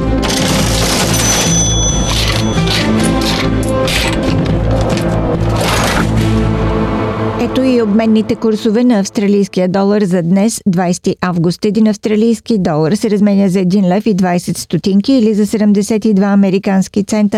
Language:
Bulgarian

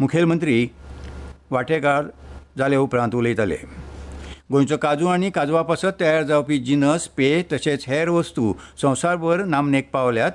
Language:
Konkani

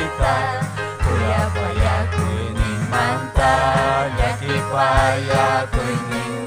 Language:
Ayacucho Quechua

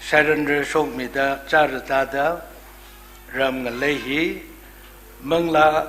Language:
Tangkhul Naga (India)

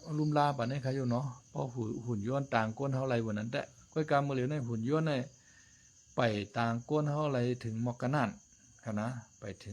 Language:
Shan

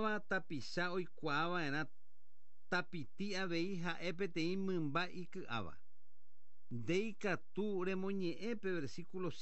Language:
Guarani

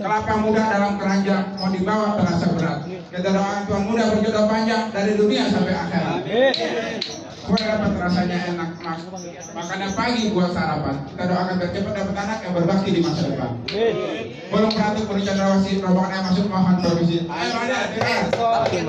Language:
Betawi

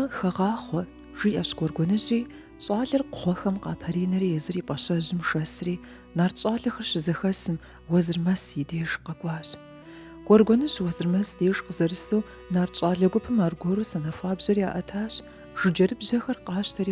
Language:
Kabardian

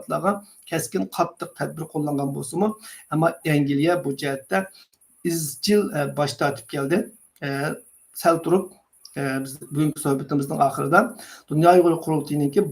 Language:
Uyghur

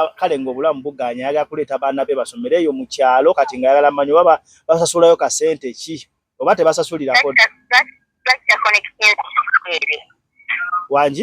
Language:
Ganda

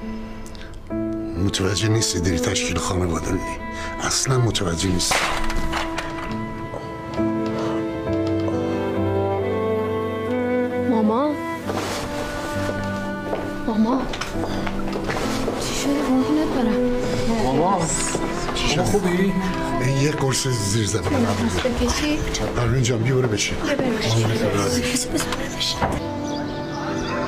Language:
Persian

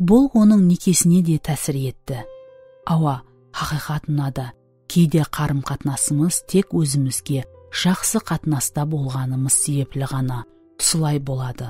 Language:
Kara-Kalpak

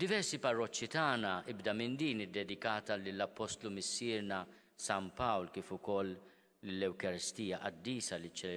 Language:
Maltese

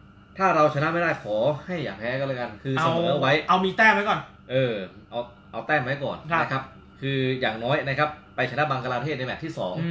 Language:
Thai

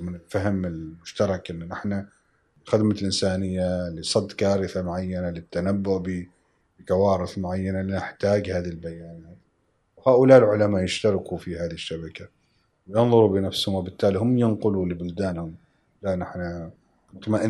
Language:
Gulf Arabic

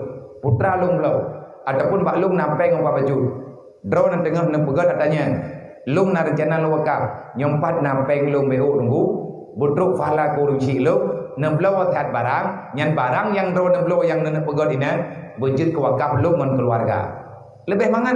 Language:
Achinese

